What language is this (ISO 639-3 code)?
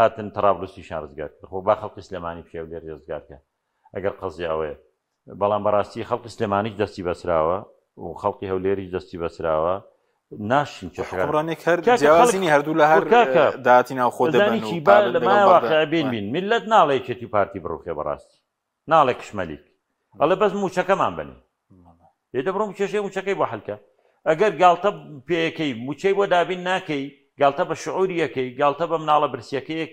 ckb